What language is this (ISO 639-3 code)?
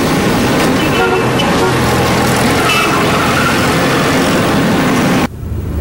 zho